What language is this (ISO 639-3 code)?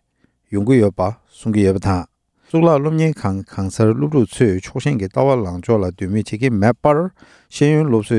bod